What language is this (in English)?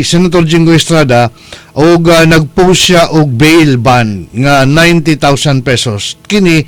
Cebuano